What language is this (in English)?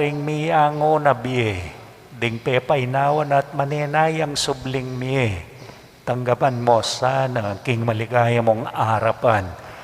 Pampanga